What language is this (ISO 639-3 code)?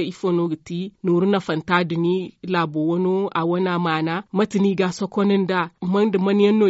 dje